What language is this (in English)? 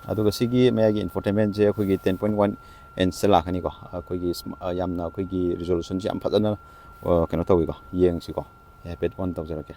Manipuri